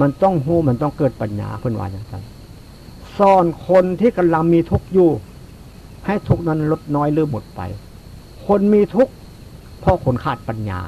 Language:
Northeastern Thai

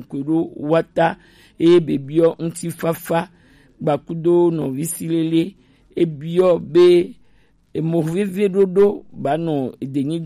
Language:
Gen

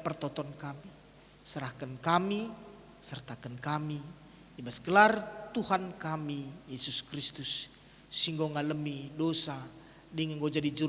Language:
Batak Karo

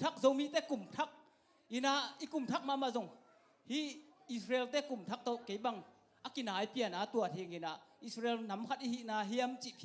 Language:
Tedim Chin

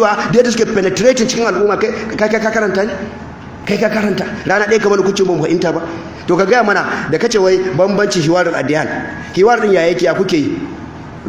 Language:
Hausa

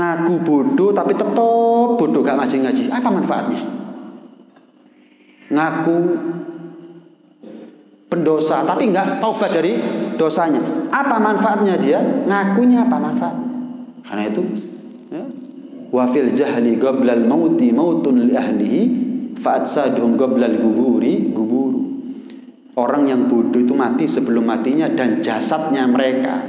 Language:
Indonesian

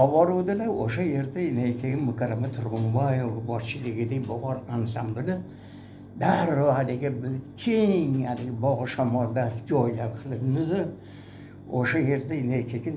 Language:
Uzbek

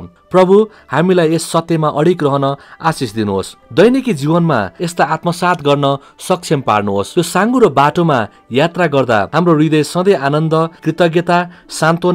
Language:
Nepali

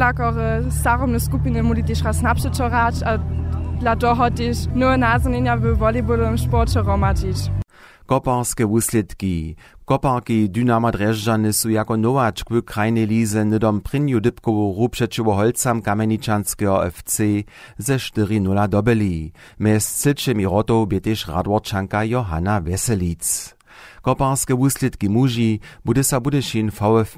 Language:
Upper Sorbian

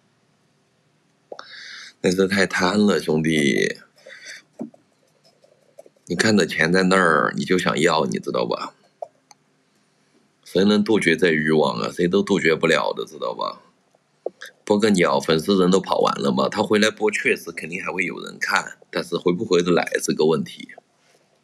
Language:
Chinese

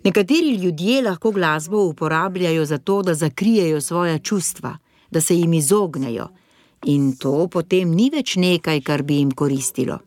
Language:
Slovenian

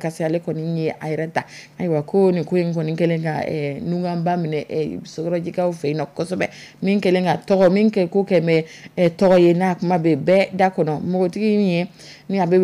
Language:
Dyula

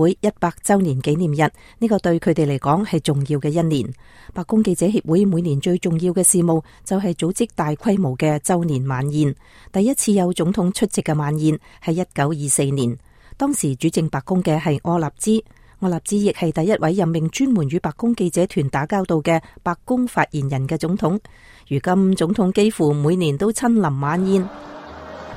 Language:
Cantonese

